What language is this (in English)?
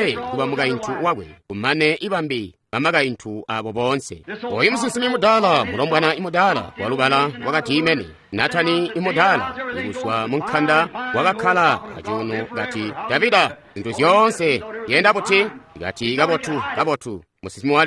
Tonga (Zambia)